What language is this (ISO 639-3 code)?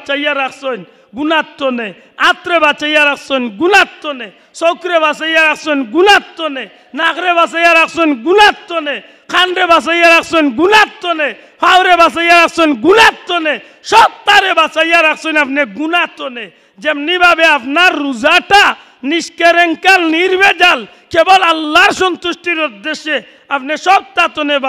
syl